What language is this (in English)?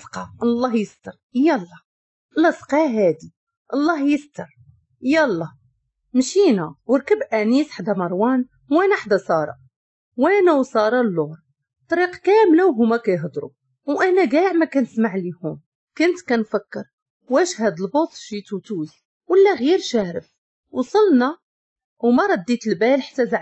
Moroccan Arabic